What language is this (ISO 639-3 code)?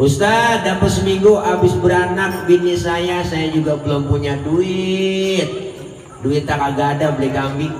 bew